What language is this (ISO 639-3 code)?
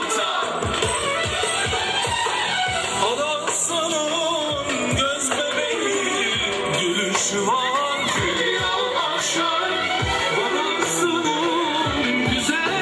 tur